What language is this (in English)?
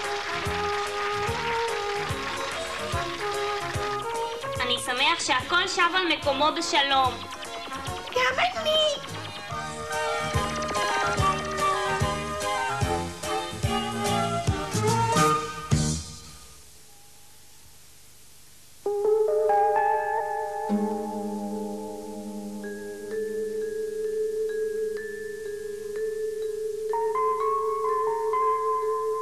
Hebrew